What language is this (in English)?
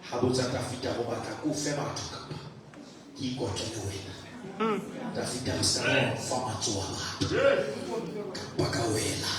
Southern Sotho